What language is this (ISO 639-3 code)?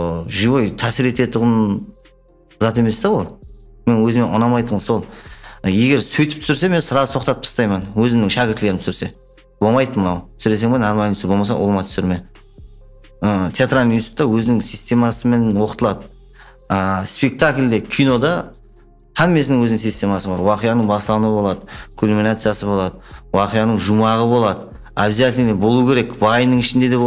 kaa